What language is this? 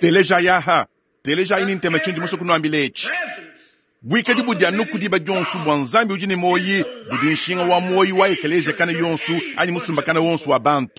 Luba-Lulua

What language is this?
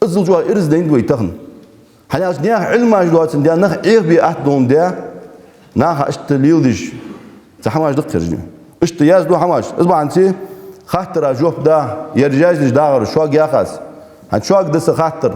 Ingush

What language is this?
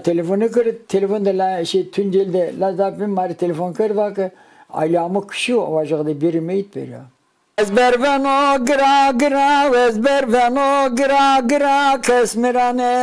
Zaza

